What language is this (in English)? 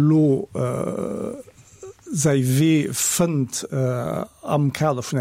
Luxembourgish